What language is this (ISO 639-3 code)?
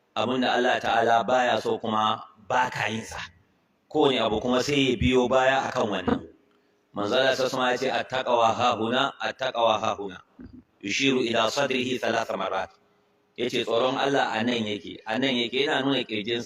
hau